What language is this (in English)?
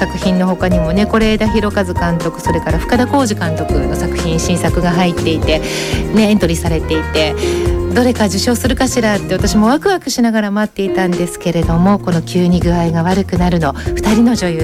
Japanese